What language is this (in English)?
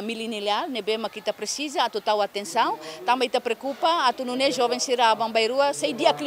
Tetum